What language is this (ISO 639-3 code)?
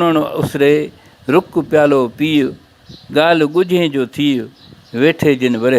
snd